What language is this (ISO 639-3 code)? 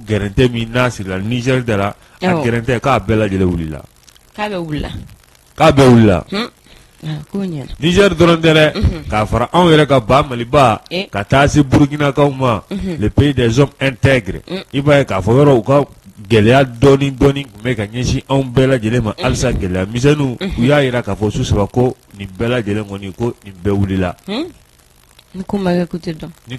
bam